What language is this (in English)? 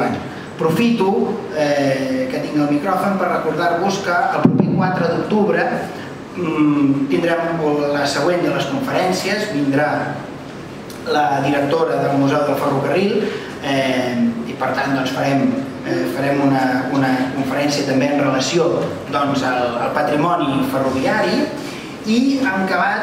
Catalan